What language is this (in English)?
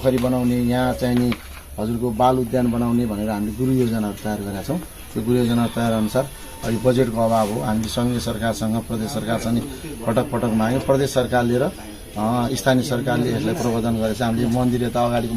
Nepali